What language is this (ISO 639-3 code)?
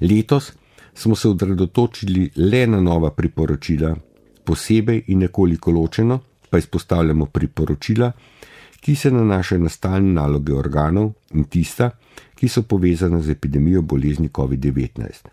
slv